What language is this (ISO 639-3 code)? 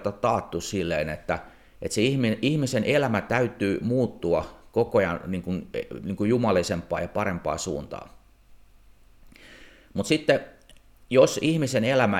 fin